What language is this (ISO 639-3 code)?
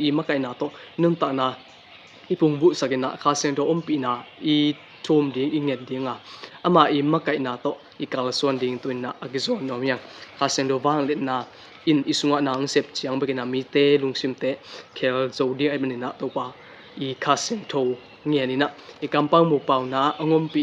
ctd